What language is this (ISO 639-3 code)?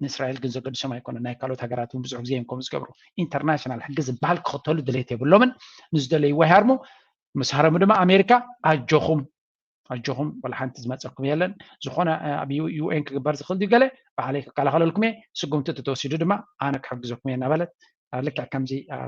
tir